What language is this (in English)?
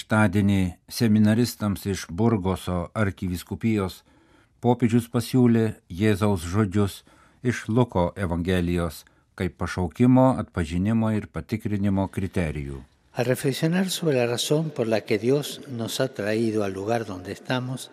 Lithuanian